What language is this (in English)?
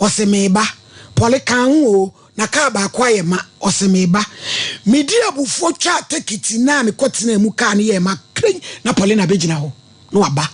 Akan